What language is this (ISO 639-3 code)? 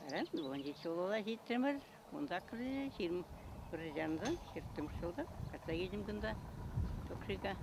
chv